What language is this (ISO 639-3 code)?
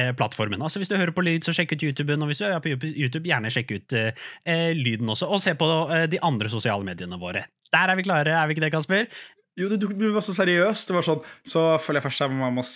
nor